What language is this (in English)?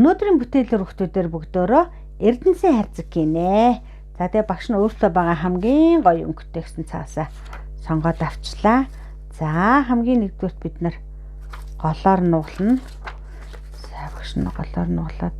Mongolian